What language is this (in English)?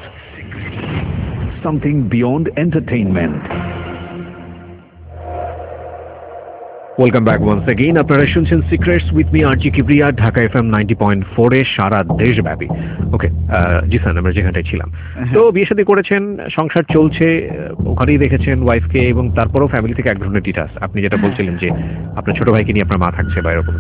Bangla